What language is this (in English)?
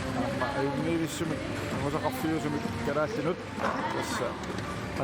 Kalaallisut